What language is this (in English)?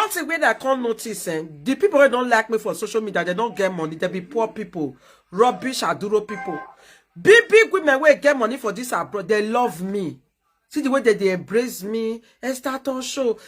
Nigerian Pidgin